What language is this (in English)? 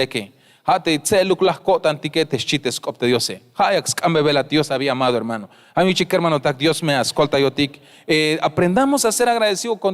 Tzeltal